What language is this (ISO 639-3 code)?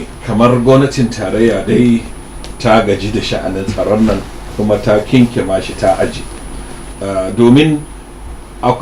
hau